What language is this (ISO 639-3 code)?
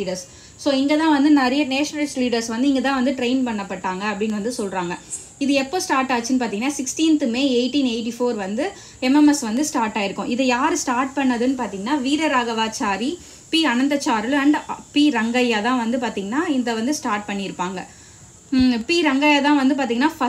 tam